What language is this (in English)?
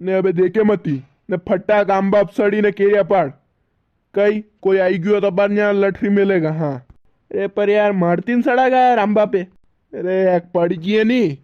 Rajasthani